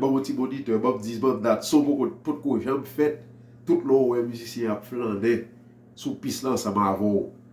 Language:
Haitian Creole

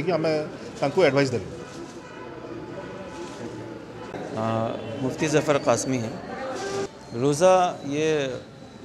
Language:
Odia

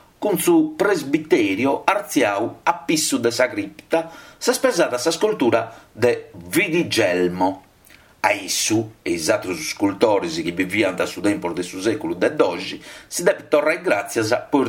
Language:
Sardinian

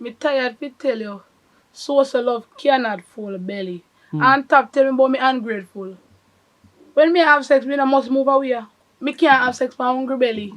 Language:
Jamaican Creole English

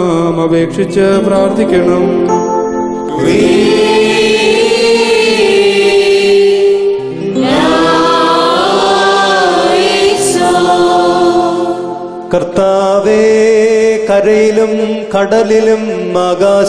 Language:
Malayalam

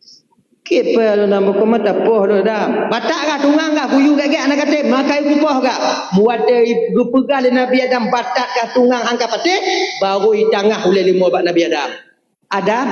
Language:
Achinese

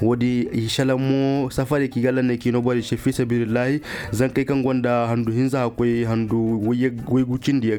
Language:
Koyraboro Senni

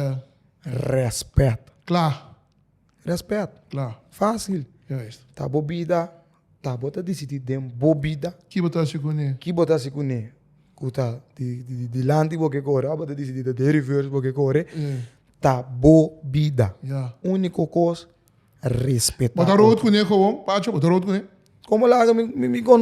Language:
Papiamento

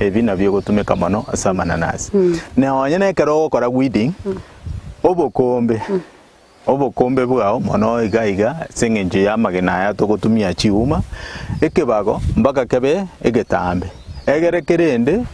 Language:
Gusii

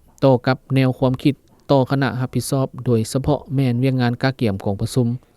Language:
Lao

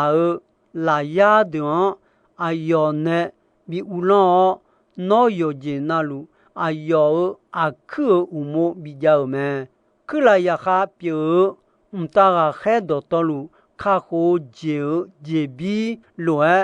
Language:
Akha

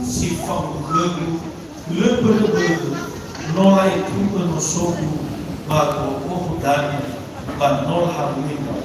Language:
Nias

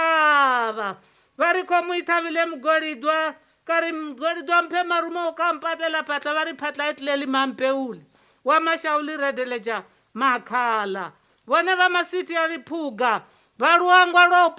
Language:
Venda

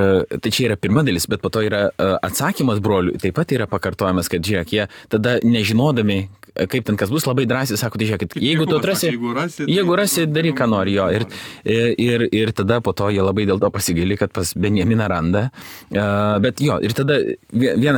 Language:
Lithuanian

